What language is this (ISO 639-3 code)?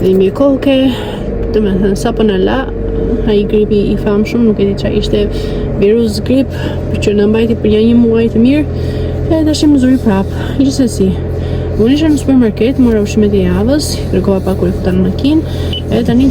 sqi